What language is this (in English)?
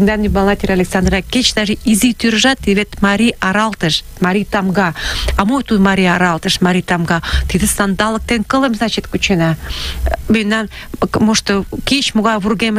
Mari